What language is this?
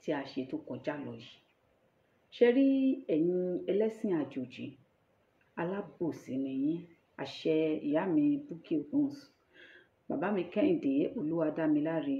Yoruba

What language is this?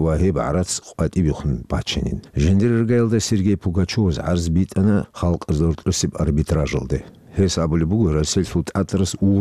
Avaric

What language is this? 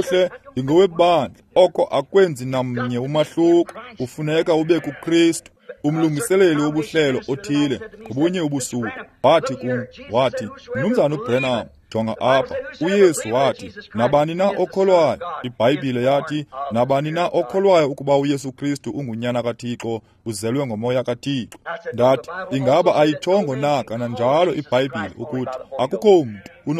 Xhosa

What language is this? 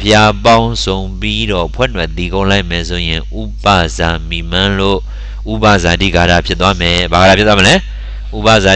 Burmese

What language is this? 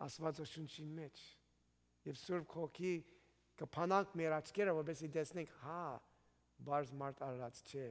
Armenian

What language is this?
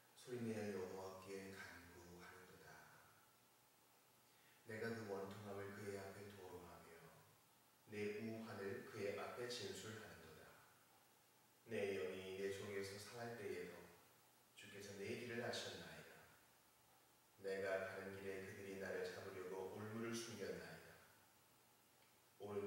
Korean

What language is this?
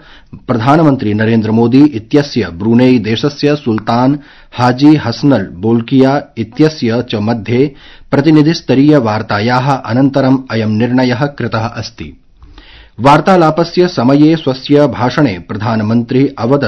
Sanskrit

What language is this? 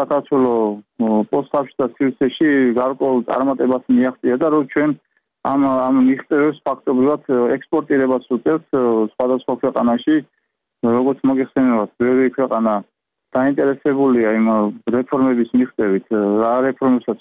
Georgian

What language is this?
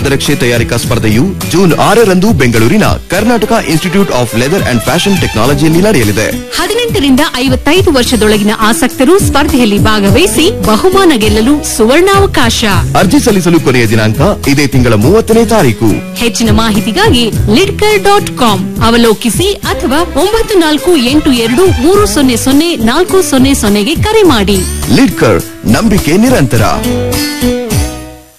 Kannada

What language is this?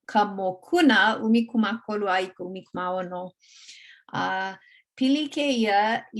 Hawaiian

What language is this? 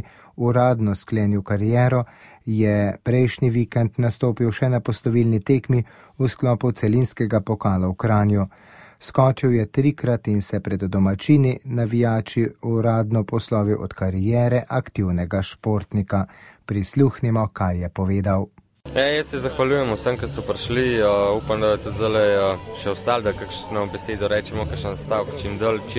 Slovenian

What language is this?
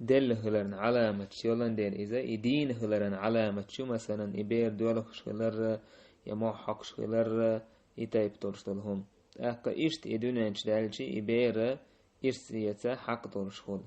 Chechen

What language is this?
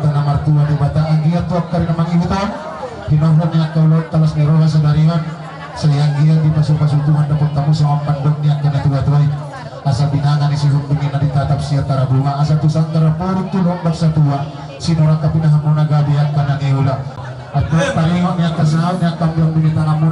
Batak Toba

